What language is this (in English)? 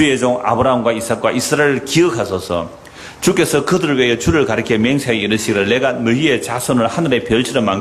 Korean